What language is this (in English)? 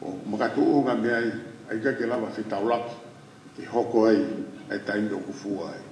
Tongan